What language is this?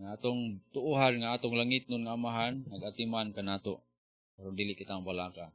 Cebuano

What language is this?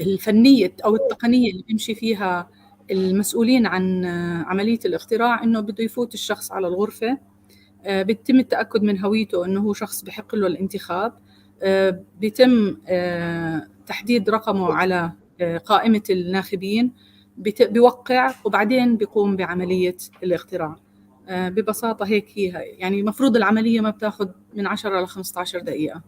North Levantine Arabic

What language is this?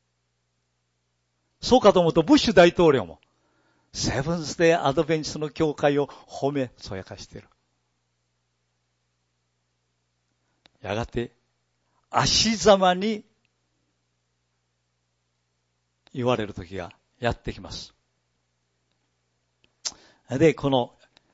Japanese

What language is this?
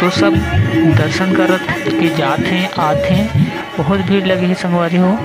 Chhattisgarhi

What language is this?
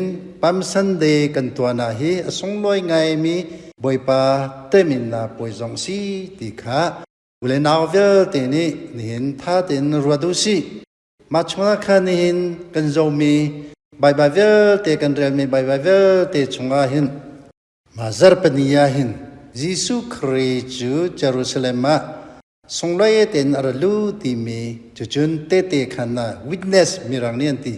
Hakha Chin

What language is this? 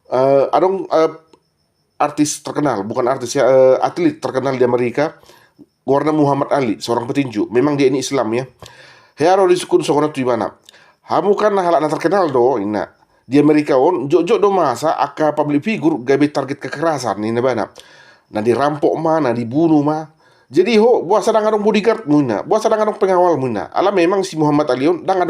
Batak Toba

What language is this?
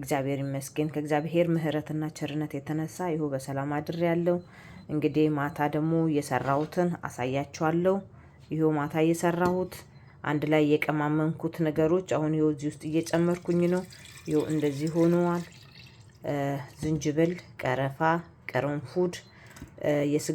Amharic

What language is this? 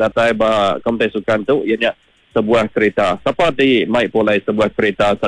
Iban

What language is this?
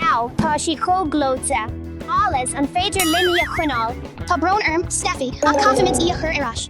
Irish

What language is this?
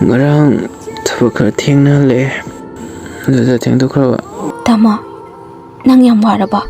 Manipuri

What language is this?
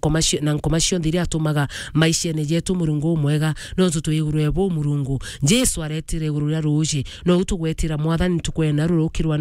Meru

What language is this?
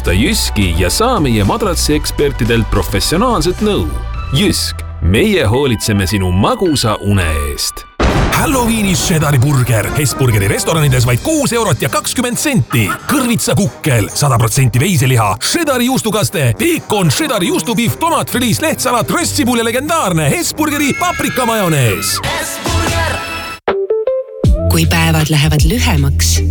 Estonian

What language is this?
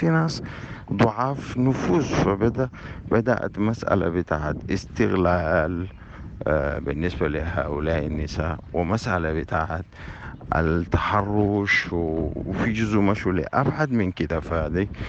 Sudanese Arabic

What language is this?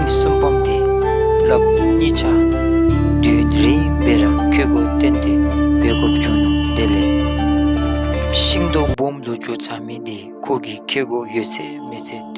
Dzongkha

